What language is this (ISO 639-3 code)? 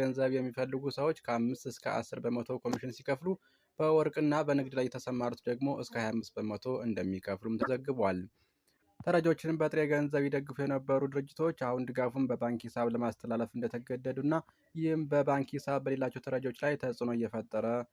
amh